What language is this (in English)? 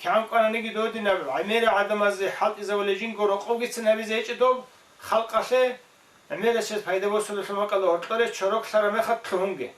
Avaric